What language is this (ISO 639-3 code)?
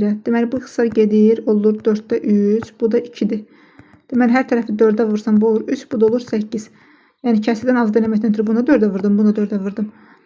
aze